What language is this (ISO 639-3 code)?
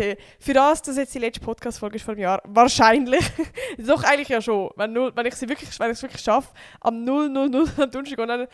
gsw